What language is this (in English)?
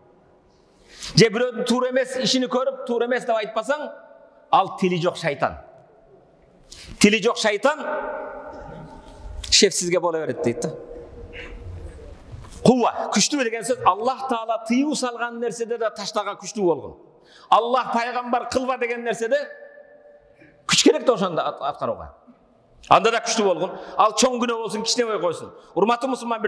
Kyrgyz